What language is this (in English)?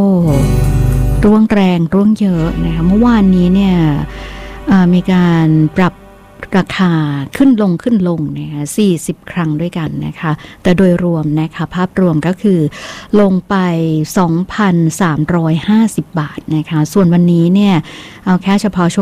Thai